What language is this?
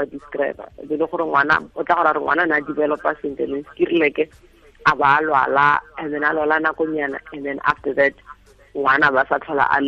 Tswana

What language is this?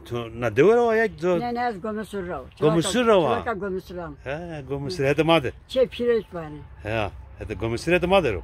Zaza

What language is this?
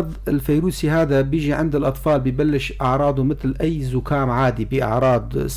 North Levantine Arabic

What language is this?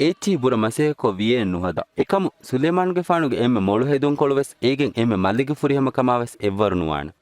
Divehi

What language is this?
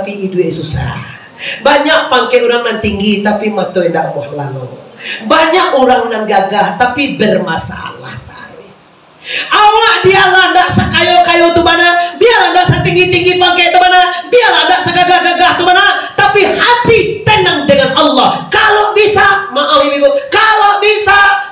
Minangkabau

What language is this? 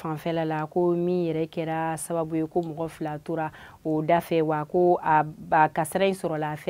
Bambara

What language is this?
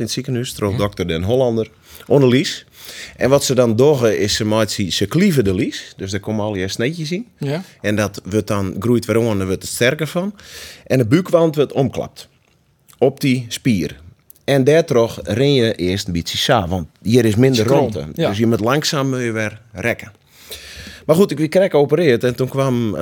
Western Frisian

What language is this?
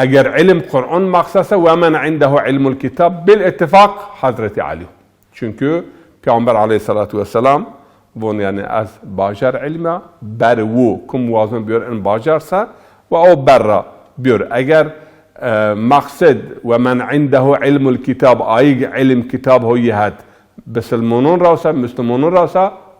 Zaza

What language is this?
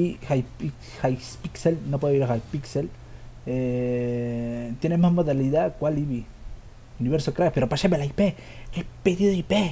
Spanish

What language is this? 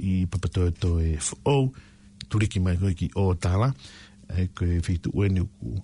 Tongan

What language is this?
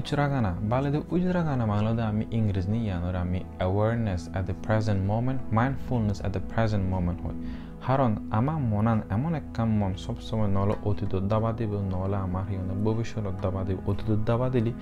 Chakma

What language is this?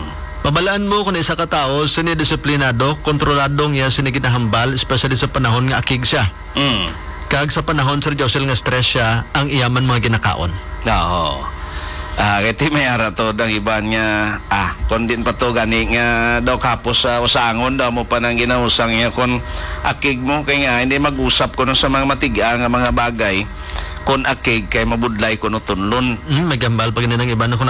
Hiligaynon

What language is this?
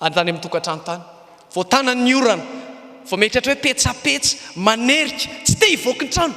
Malagasy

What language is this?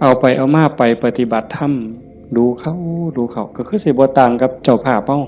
Northeastern Thai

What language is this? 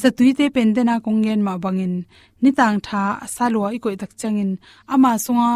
Tedim Chin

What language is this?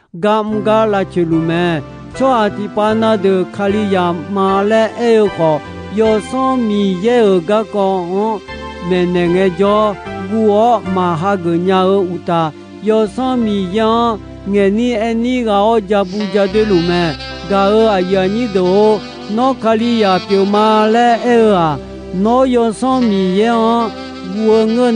Akha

